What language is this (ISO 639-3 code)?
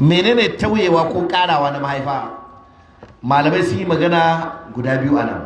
hau